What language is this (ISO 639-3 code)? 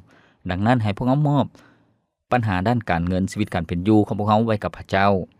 lao